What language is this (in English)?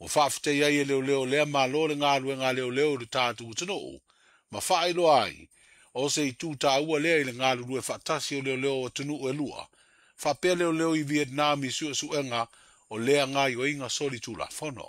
Samoan